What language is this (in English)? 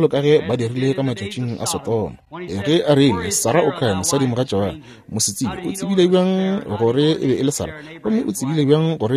Northern Sotho